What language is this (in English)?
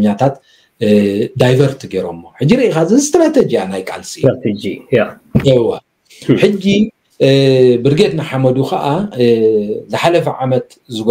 Tigrinya